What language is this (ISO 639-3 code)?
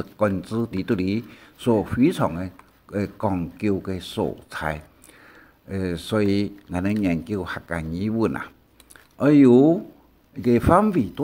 hak